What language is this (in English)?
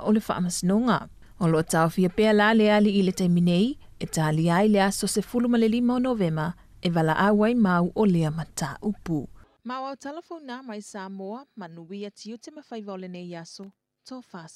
Samoan